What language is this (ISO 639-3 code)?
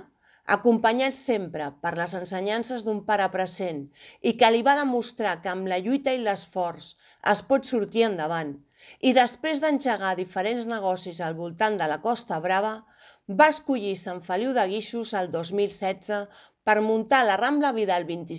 cat